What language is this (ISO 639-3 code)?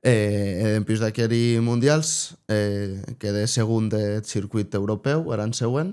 oci